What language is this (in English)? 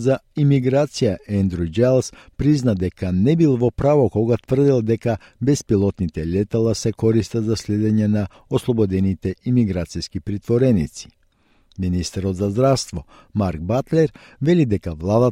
Macedonian